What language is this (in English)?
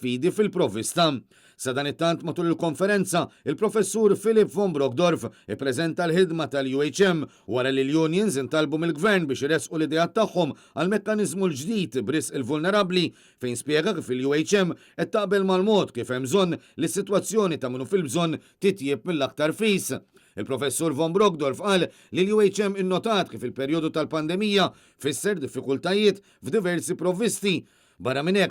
Maltese